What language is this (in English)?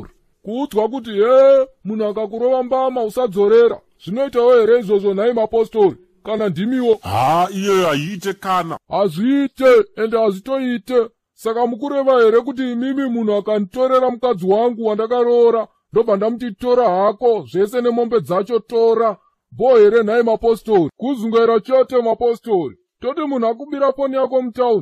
Shona